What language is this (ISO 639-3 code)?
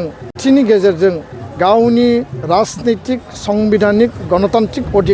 brx